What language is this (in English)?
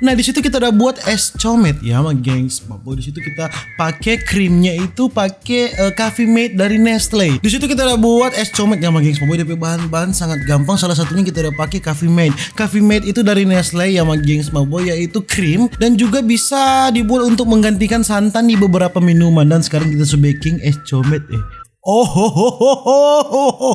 Manado Malay